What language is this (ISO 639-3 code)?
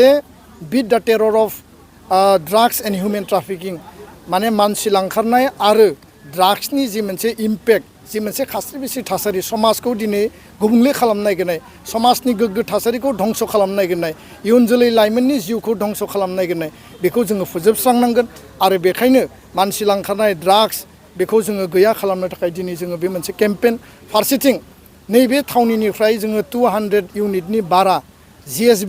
brx